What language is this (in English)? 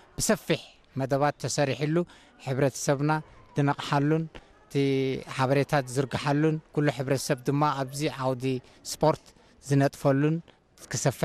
Tigrinya